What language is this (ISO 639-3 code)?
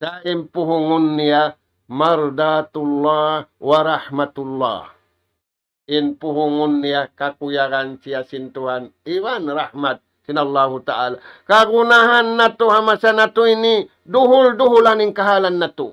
tsg